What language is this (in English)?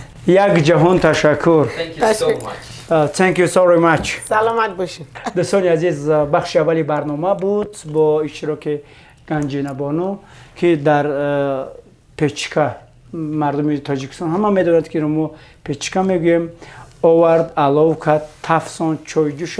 Tajik